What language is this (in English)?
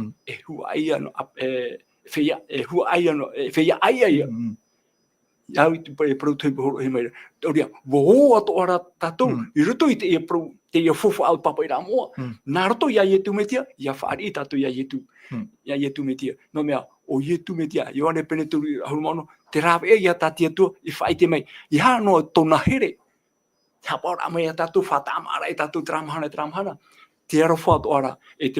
Tahitian